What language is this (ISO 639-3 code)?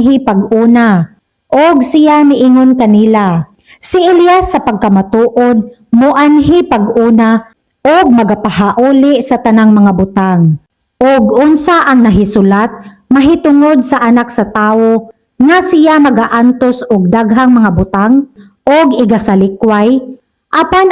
ceb